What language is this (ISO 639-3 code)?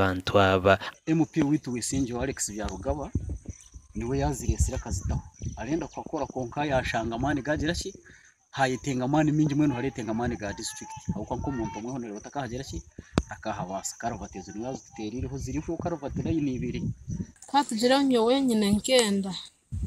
nyn